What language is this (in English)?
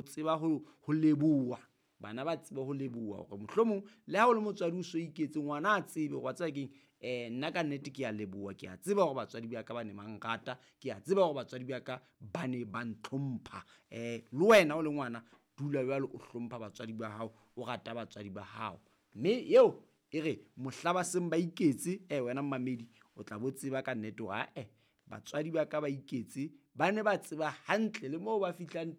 Southern Sotho